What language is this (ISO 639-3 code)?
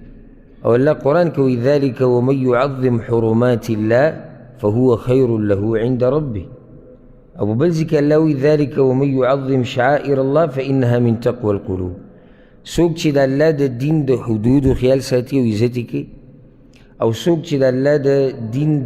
pus